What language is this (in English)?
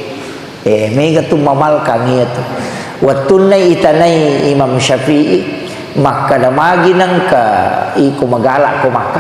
Buginese